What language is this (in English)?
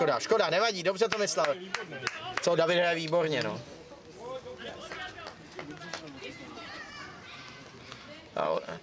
Czech